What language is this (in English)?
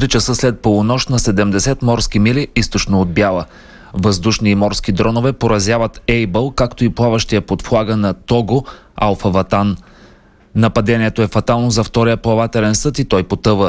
Bulgarian